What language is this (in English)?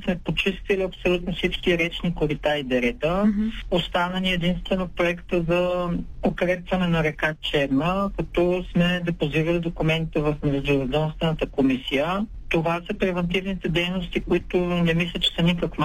Bulgarian